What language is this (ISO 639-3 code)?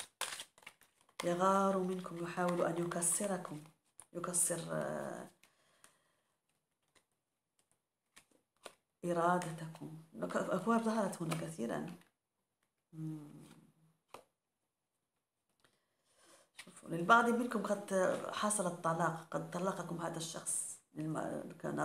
ara